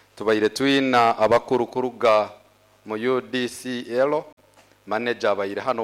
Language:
Nyoro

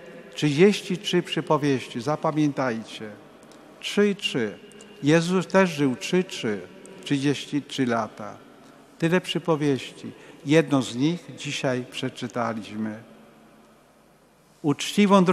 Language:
Polish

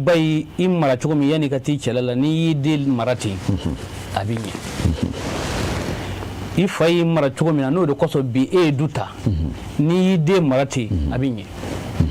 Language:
Bambara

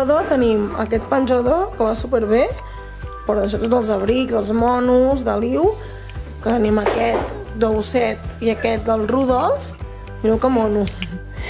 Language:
Catalan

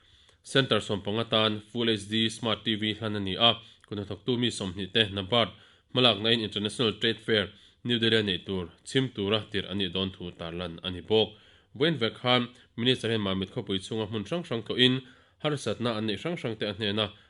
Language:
Mizo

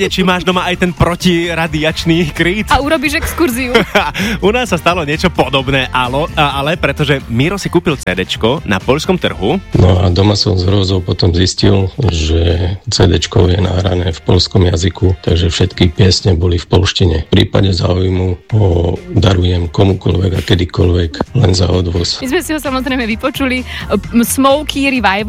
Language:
Slovak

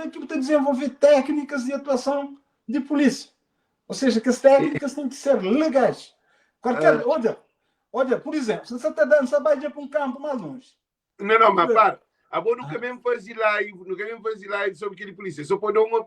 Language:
Kabuverdianu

